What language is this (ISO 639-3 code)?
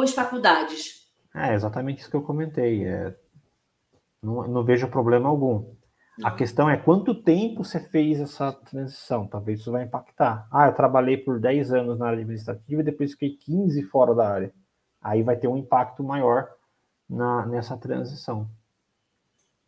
por